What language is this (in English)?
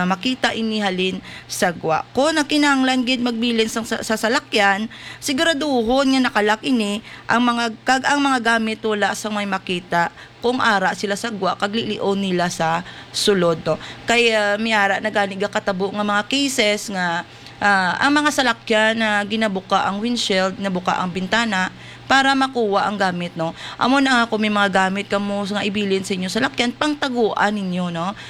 Hiligaynon